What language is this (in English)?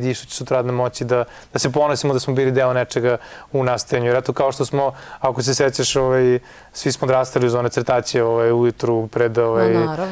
Serbian